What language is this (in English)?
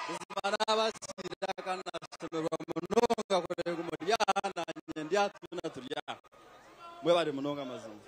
Nyankole